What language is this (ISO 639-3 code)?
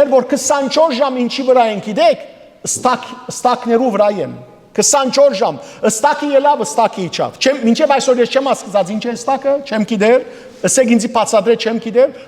hyw